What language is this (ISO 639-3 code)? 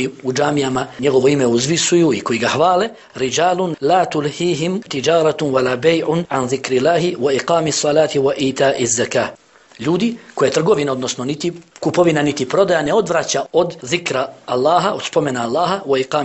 bos